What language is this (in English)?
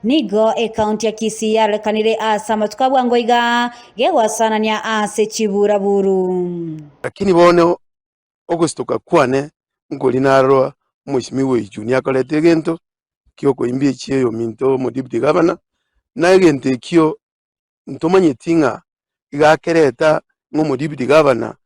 Gusii